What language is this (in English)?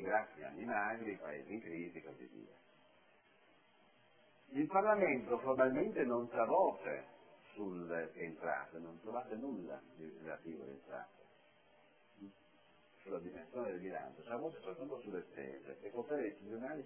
Italian